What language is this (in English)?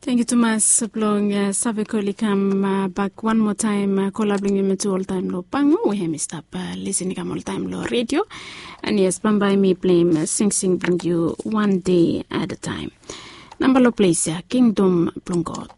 Bislama